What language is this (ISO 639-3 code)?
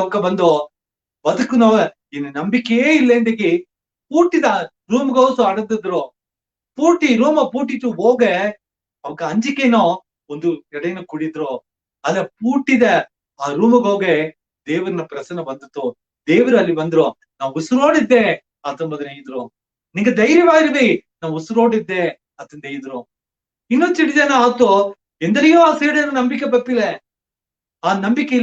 bfq